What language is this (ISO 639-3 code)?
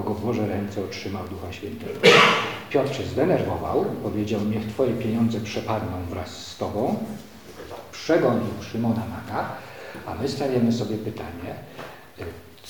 pol